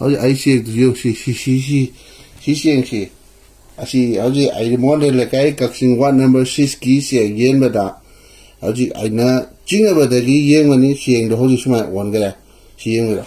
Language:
Manipuri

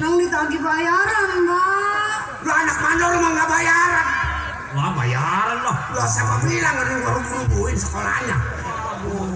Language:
Betawi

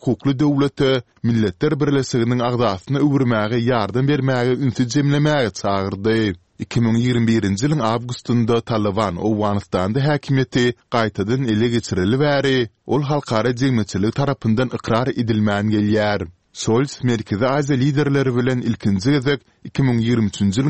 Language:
Turkmen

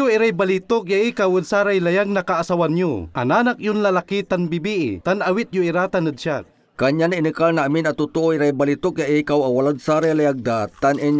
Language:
Pangasinan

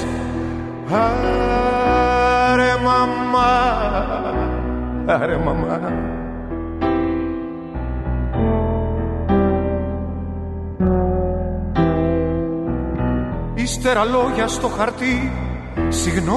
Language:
Greek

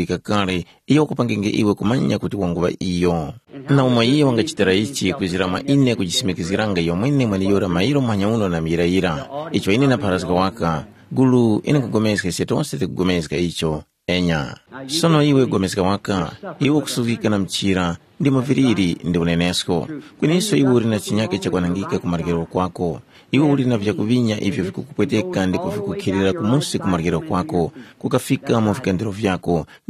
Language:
Tumbuka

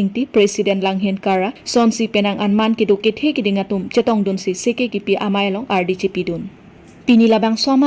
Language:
Karbi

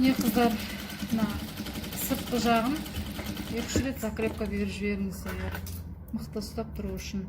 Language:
Kazakh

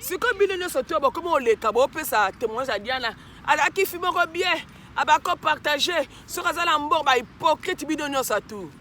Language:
Lingala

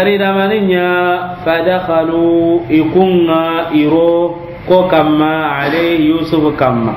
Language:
Soninke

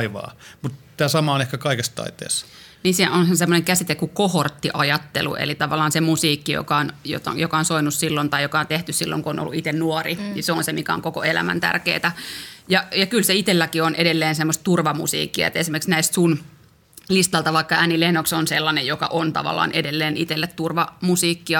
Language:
Finnish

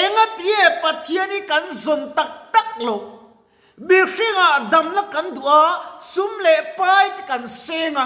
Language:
Mizo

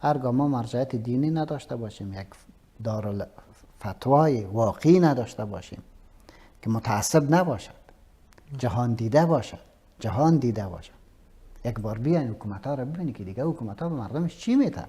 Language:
Persian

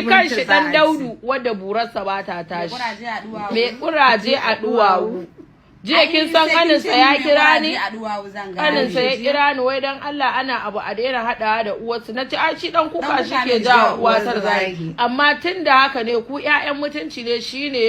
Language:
Hausa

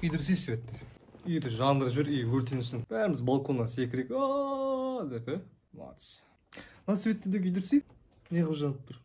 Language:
Kazakh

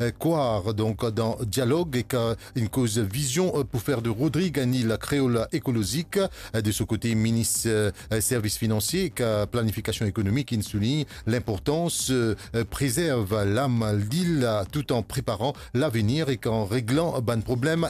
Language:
Morisyen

